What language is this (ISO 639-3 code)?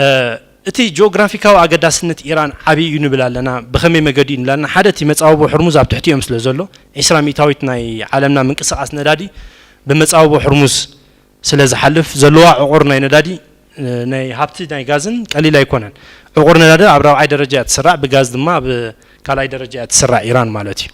tir